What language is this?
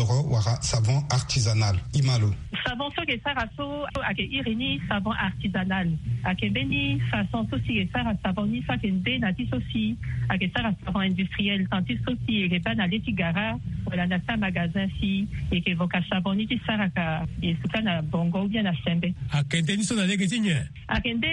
Sango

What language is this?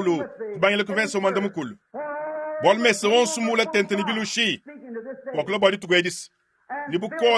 Luba-Lulua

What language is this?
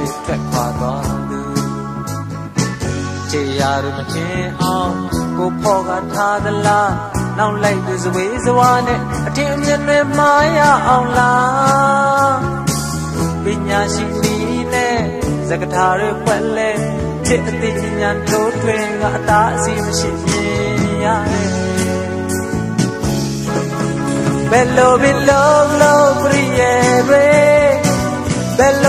Burmese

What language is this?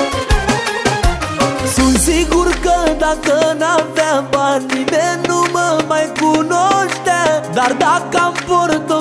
Romanian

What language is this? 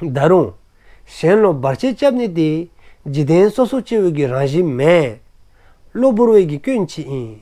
Dzongkha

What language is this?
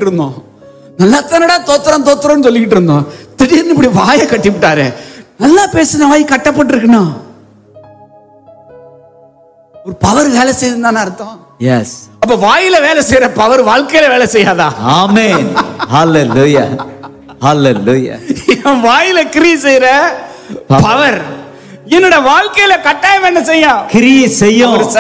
Tamil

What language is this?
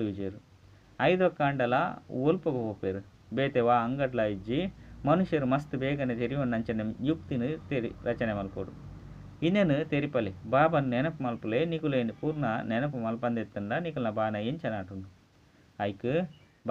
Tulu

